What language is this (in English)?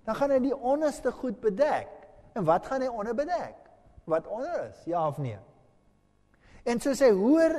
Afrikaans